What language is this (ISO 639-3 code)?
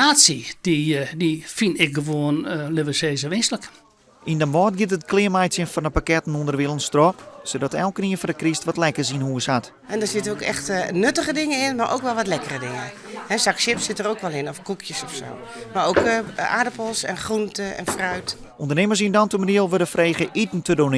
fry